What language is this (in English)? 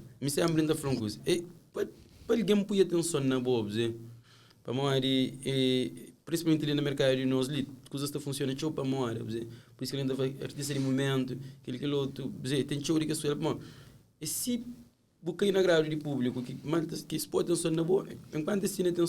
Kabuverdianu